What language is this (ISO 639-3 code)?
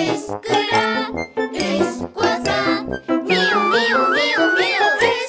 sah